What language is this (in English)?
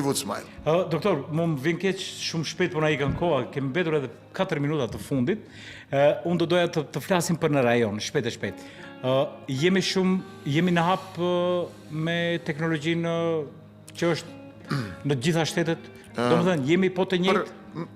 Albanian